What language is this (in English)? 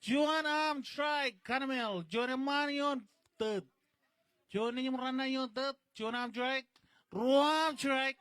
Marshallese